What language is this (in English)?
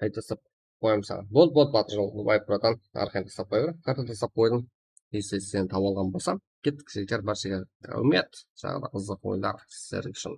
Kara-Kalpak